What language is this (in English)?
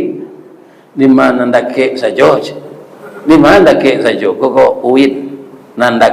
Minangkabau